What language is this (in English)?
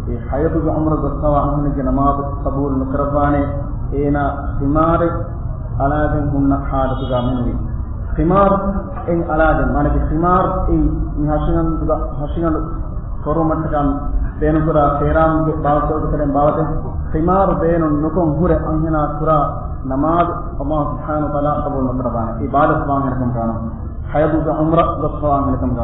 Divehi